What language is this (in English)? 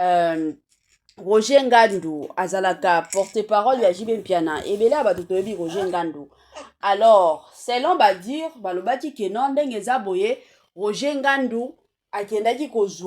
Lingala